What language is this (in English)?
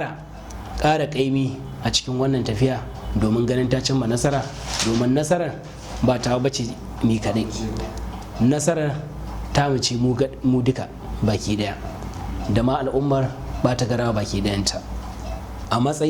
Hausa